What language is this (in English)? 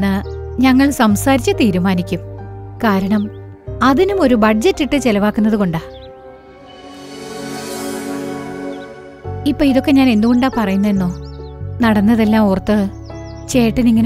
Malayalam